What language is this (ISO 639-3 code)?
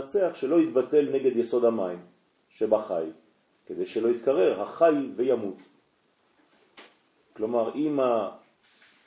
heb